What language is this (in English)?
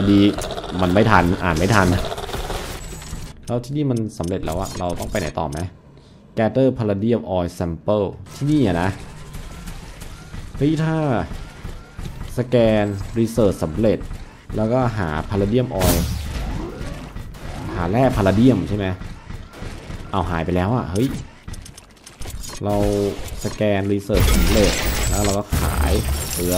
Thai